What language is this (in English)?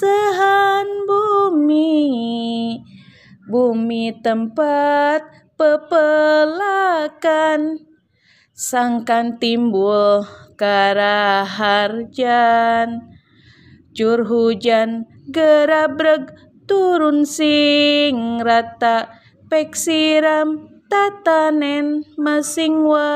Sundanese